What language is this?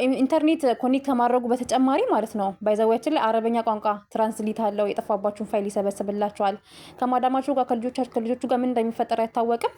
Amharic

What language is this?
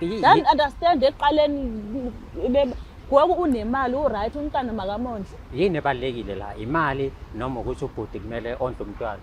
Zulu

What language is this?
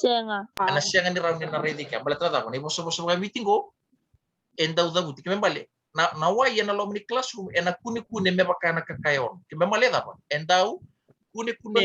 Fijian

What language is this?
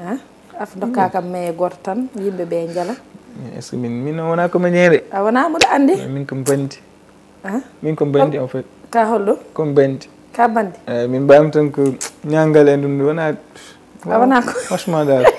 Fula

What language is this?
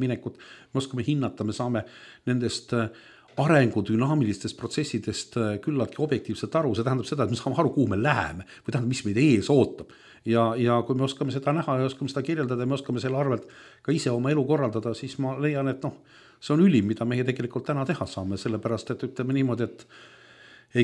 Estonian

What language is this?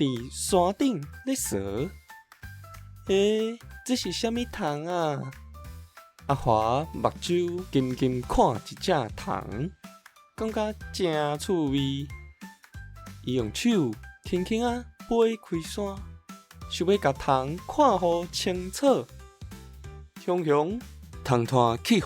Min Nan Chinese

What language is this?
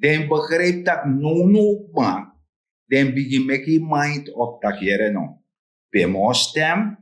Sranan Tongo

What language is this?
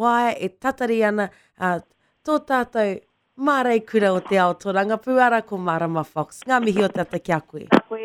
Māori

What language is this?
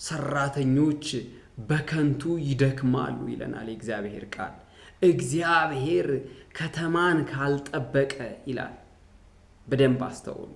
Amharic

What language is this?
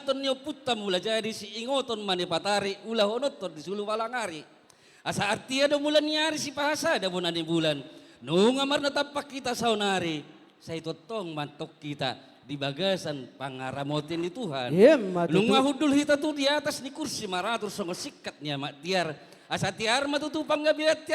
Batak Toba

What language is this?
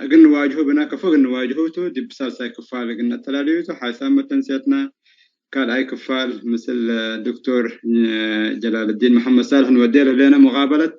Tigre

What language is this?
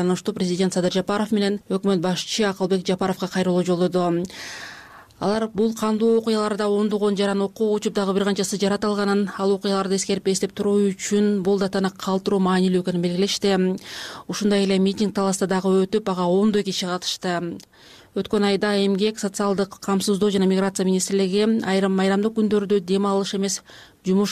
Kyrgyz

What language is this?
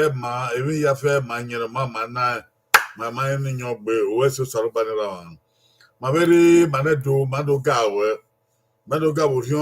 Bini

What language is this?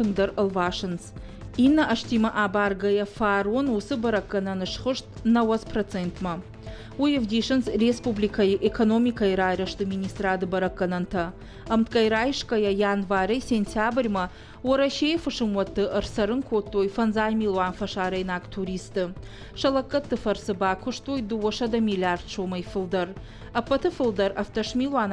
Ossetic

